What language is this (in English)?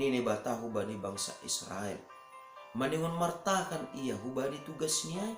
Batak Simalungun